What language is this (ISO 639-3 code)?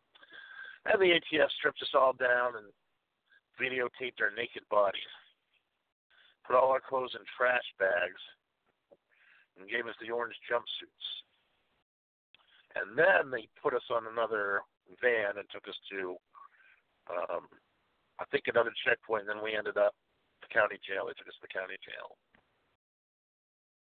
eng